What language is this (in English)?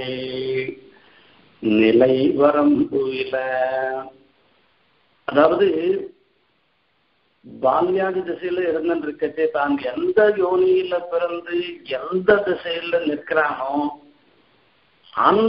Tamil